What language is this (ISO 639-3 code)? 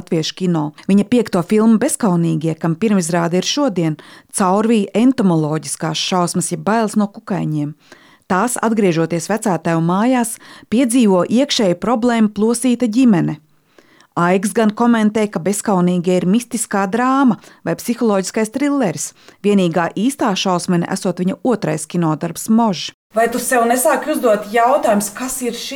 lav